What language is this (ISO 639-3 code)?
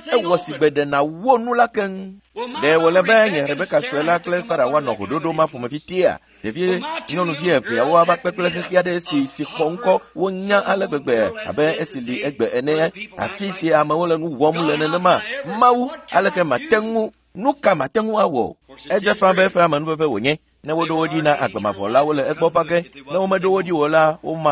ewe